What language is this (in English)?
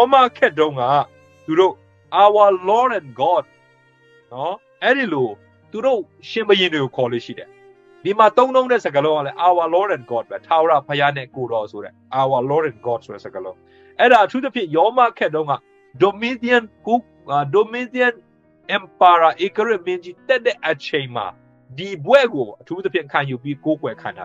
Burmese